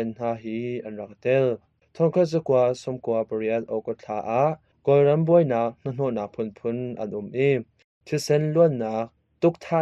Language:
Hakha Chin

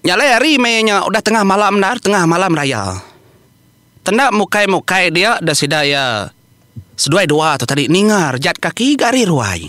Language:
Iban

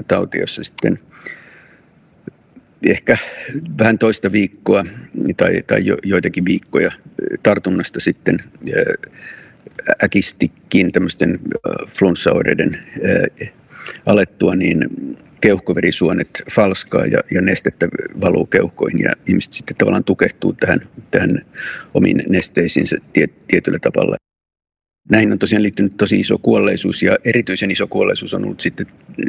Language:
Finnish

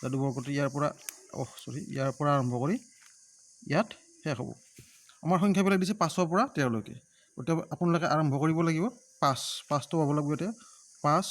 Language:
Assamese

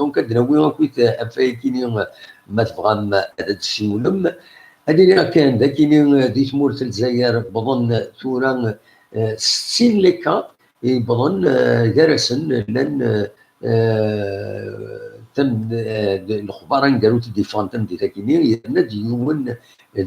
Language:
Kabyle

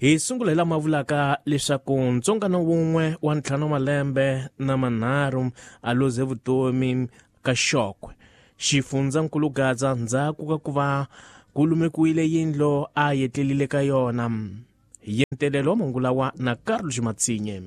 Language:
Tsonga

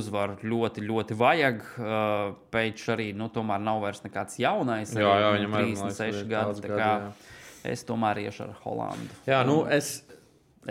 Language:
Latvian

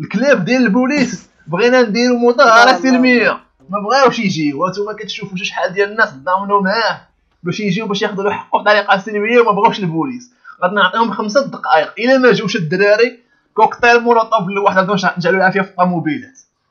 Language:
Moroccan Arabic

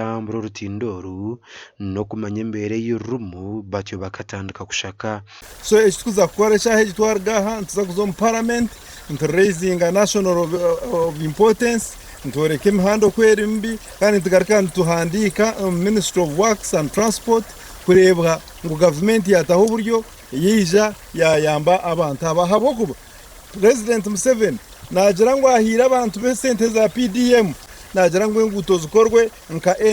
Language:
Nyankole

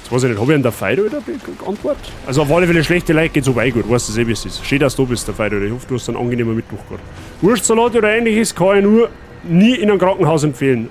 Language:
Bavarian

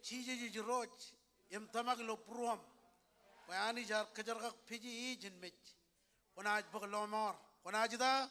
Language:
Marshallese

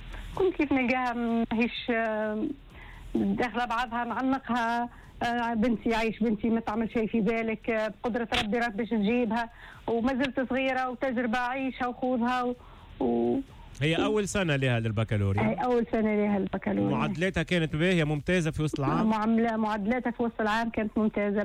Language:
Tunisian Arabic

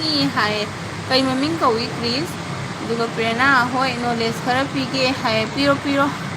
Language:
Manipuri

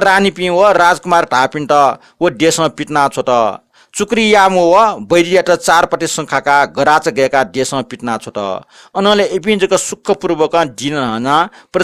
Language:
Newari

